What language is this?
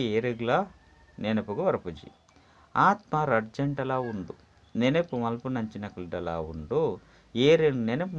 Tulu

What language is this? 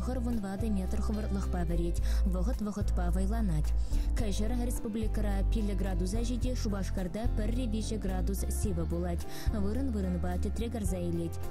Chuvash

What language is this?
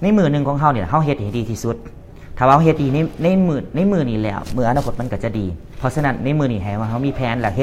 Lao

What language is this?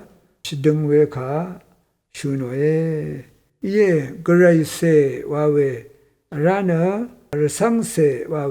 Rawang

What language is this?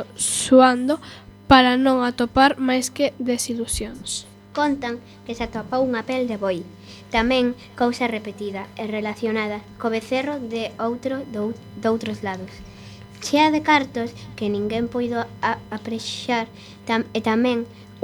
Galician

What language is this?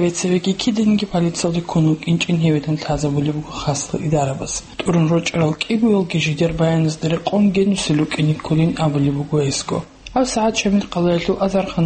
Avaric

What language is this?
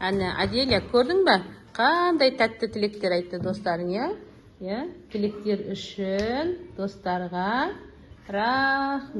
Kazakh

